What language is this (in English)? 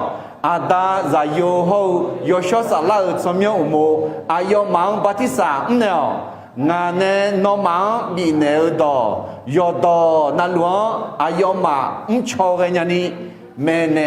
Akha